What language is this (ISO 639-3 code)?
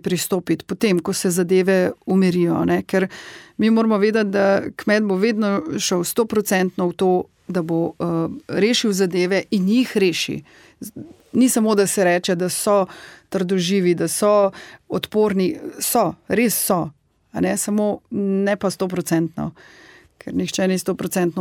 slv